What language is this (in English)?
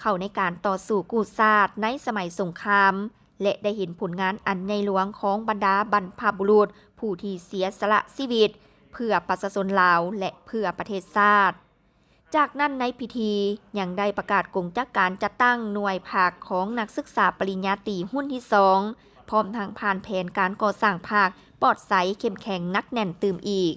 Lao